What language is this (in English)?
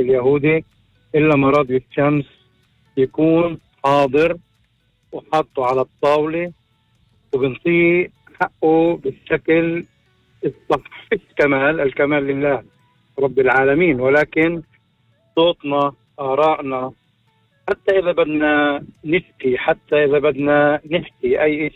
North Levantine Arabic